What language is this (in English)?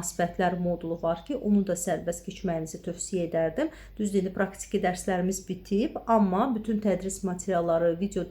Azerbaijani